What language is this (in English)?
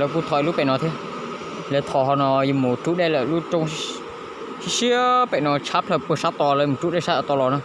Hmong